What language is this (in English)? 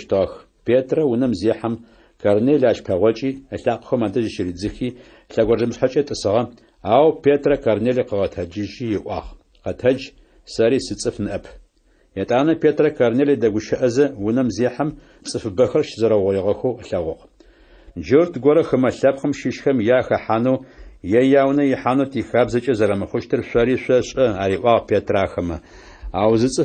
Adyghe